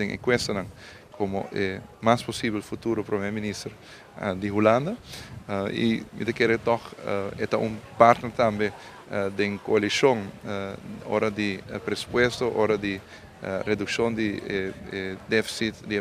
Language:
Papiamento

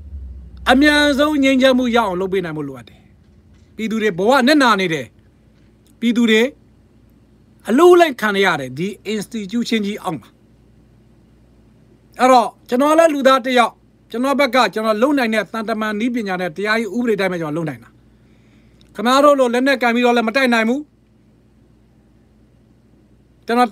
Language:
Burmese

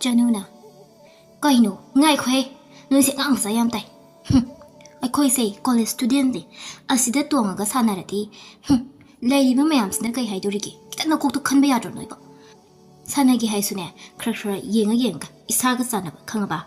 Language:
Manipuri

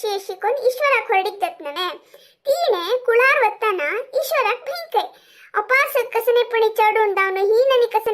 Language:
Konkani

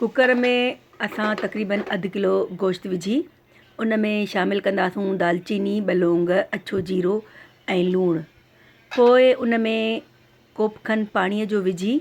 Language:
Sindhi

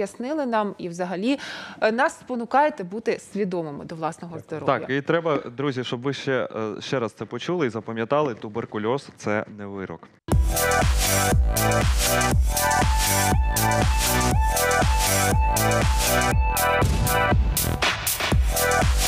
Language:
Ukrainian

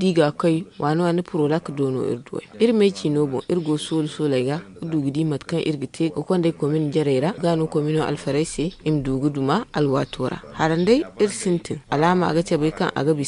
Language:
Zarma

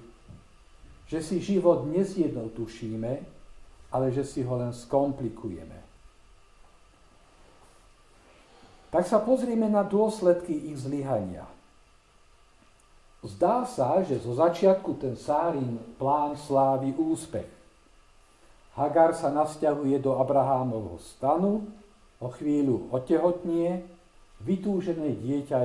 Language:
Slovak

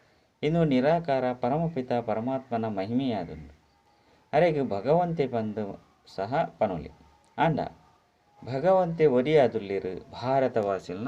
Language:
Tulu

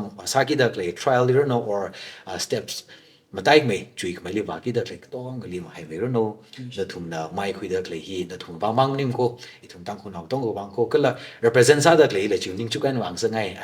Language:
Tangkhul Naga (India)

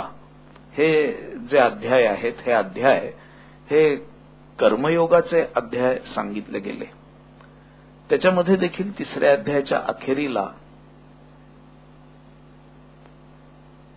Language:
Marathi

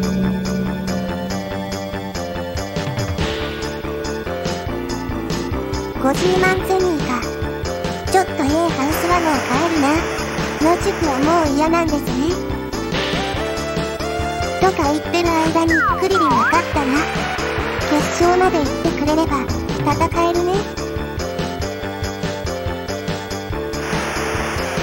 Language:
Japanese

